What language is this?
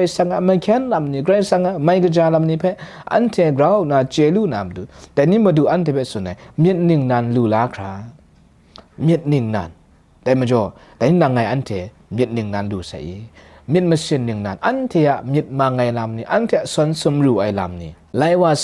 Kachin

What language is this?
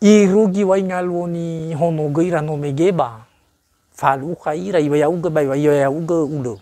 Nias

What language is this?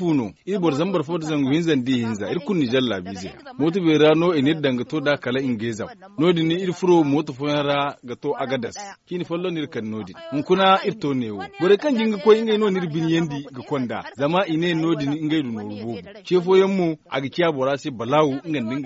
Zarma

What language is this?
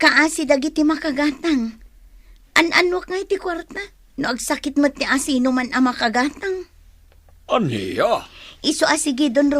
Iloko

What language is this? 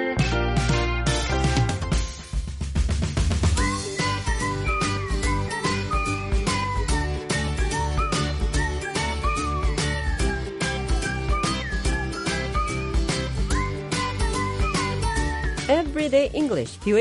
Korean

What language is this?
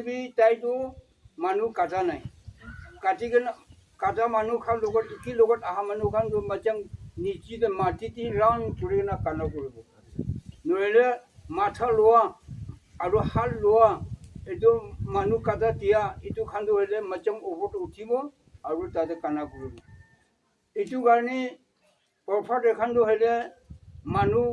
Naga Pidgin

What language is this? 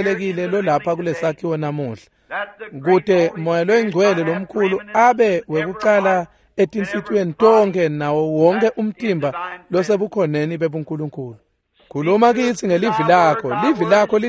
Swati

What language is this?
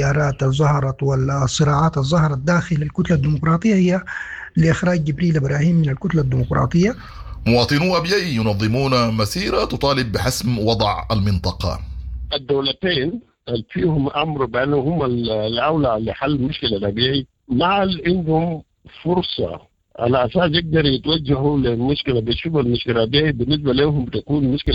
Sudanese Arabic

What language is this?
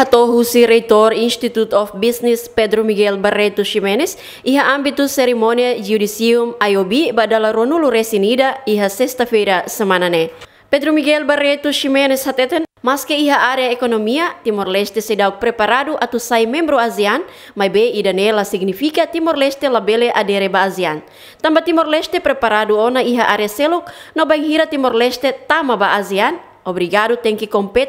Tetum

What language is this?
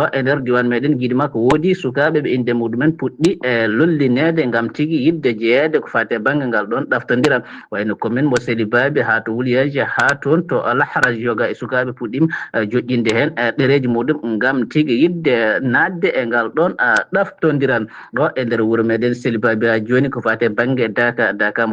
Fula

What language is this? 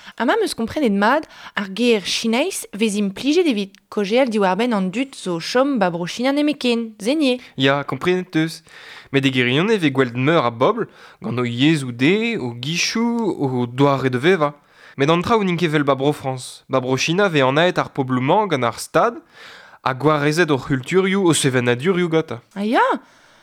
Breton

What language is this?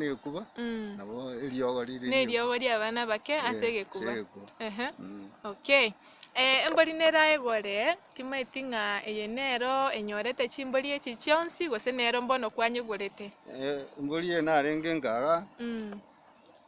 Gusii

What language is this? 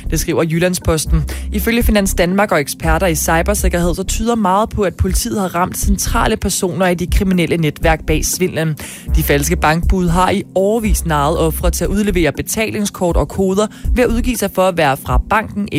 Danish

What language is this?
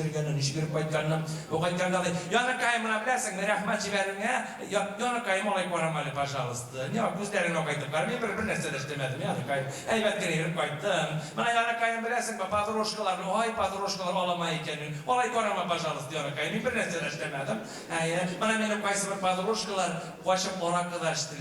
Bashkir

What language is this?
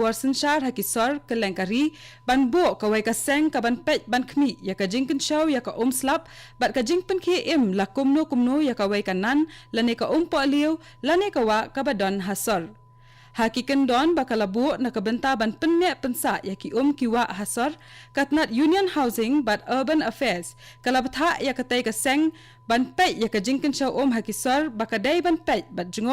Khasi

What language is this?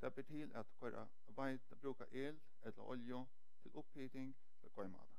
Faroese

